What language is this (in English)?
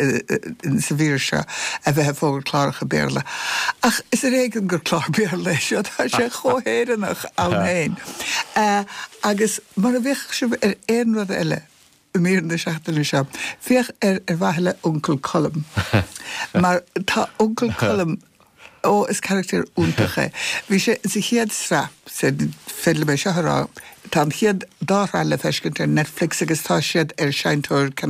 Irish